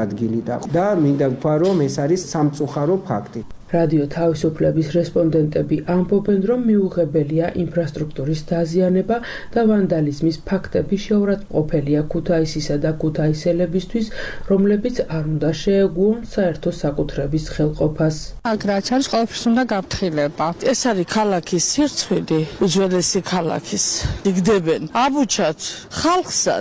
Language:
Georgian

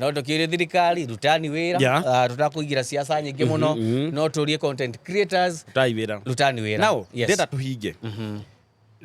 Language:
Kikuyu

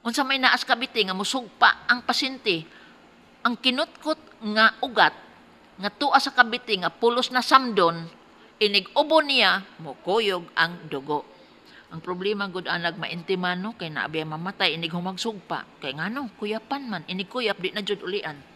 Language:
Cebuano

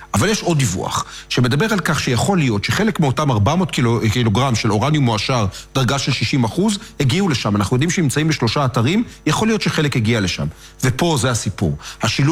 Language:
Hebrew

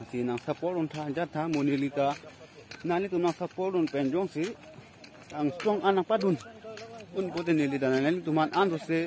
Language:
Karbi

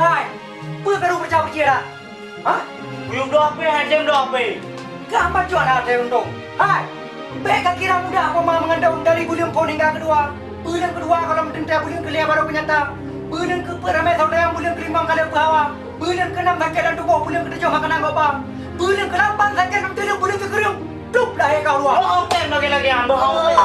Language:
Achinese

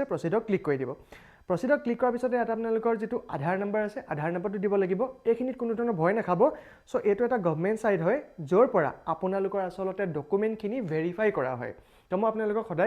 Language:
Assamese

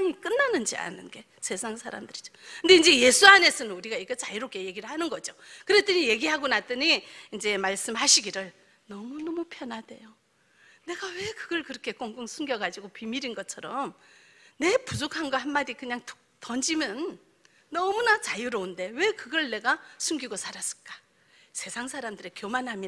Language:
Korean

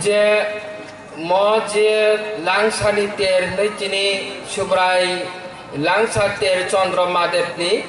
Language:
Kok Borok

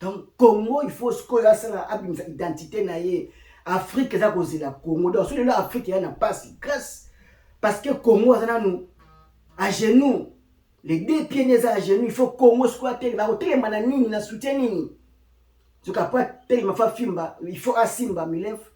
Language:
Lingala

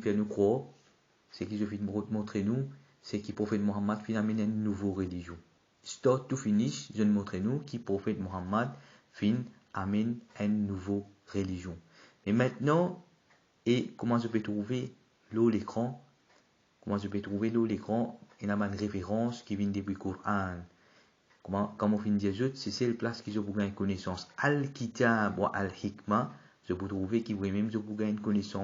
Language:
Morisyen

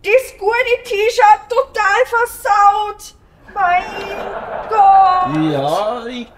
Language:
Bavarian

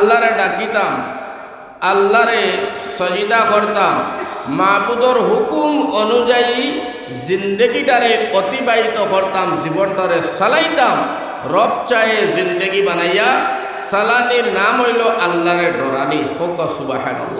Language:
Sylheti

